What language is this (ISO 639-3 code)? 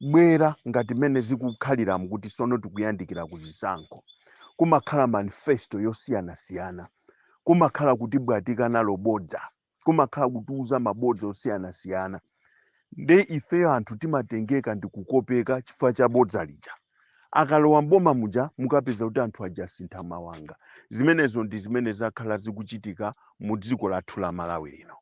nya